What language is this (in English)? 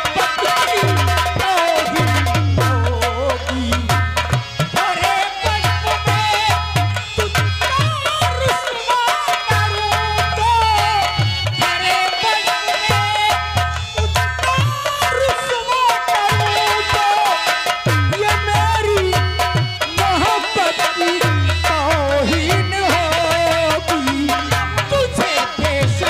Hindi